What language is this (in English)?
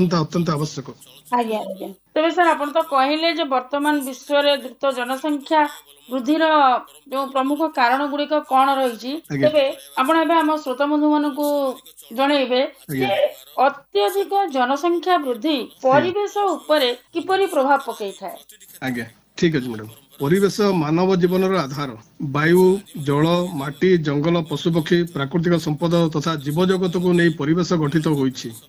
Odia